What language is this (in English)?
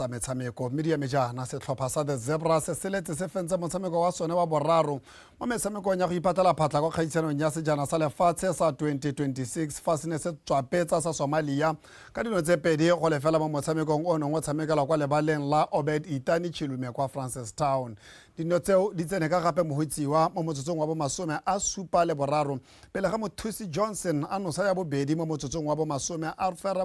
Tswana